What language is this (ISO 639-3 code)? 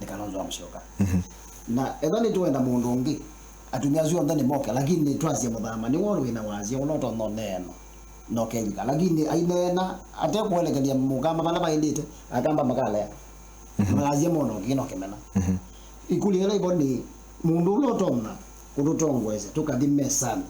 kam